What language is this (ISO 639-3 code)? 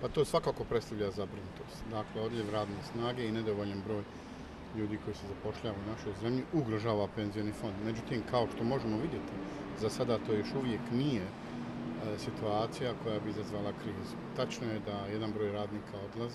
bos